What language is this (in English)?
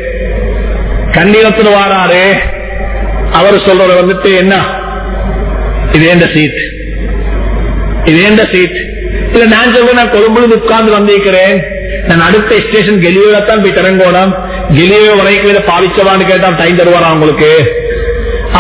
Tamil